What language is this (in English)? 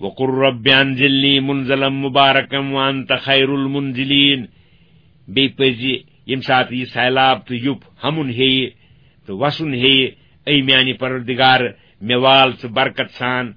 Kashmiri